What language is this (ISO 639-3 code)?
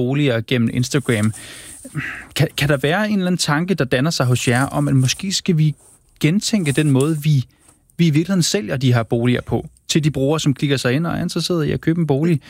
dan